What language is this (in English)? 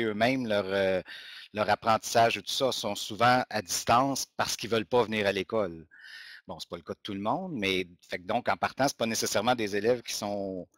French